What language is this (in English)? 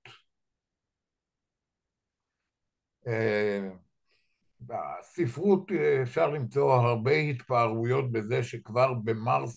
Hebrew